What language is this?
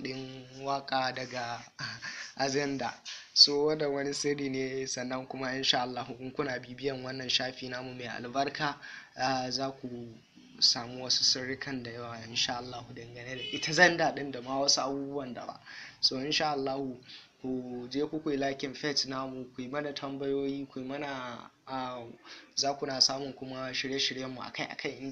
Hausa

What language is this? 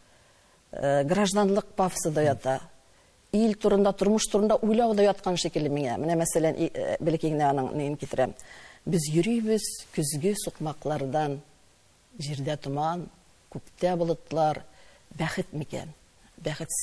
Tatar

